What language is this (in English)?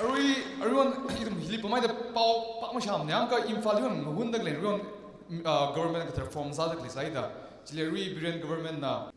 Tangkhul Naga (India)